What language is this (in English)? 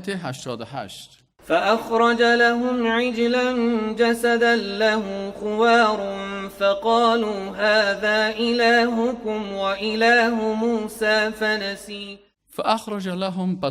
Persian